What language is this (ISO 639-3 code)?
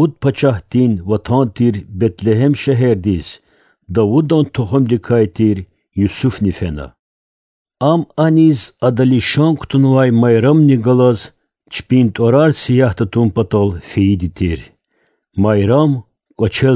lez